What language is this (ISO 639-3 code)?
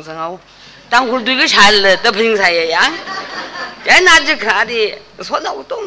nmf